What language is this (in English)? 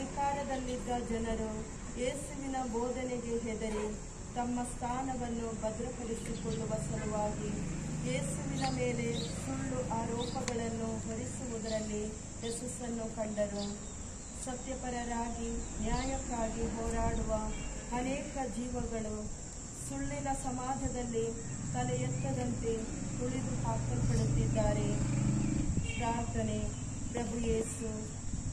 Kannada